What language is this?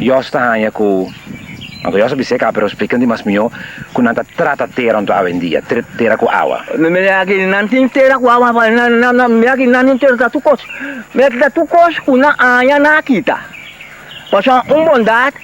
Papiamento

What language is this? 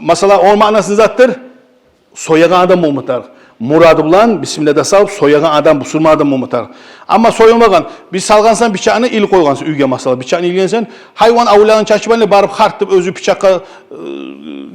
Kumyk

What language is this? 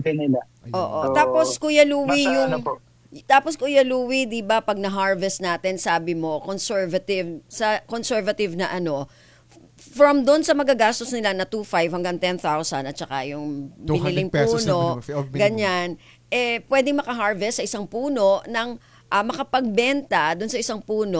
Filipino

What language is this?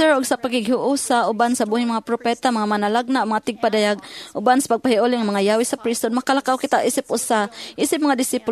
Cebuano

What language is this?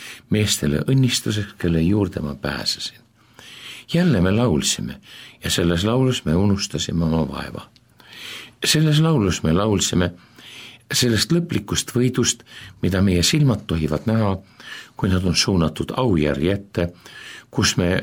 Estonian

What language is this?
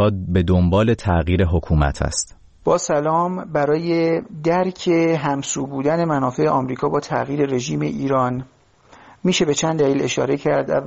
Persian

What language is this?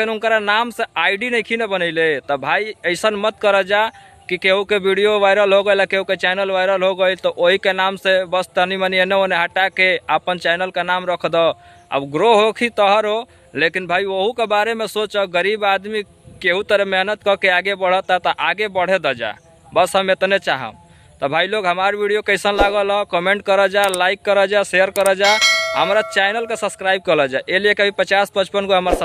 Bhojpuri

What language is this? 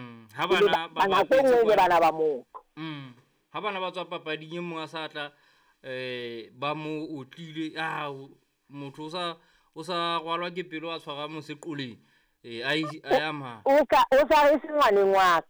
Southern Sotho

